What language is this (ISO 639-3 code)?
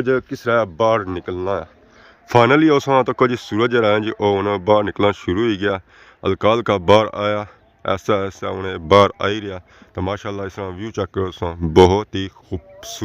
phr